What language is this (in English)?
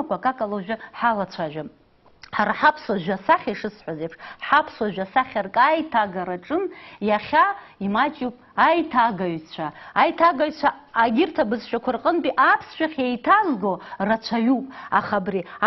Abkhazian